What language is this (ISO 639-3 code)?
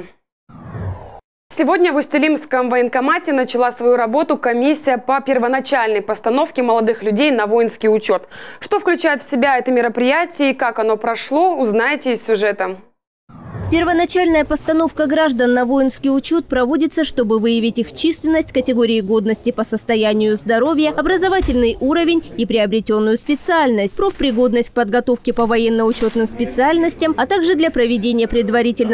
rus